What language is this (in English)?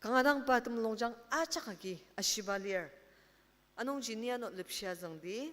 Ao Naga